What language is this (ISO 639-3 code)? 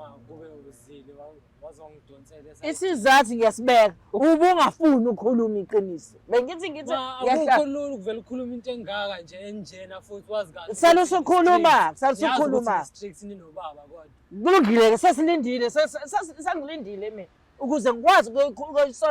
zul